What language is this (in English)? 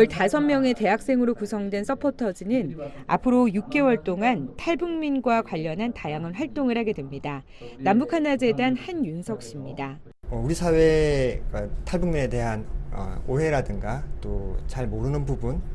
Korean